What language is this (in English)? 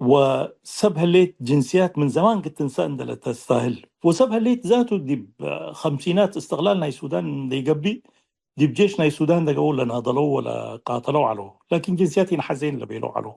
Tigre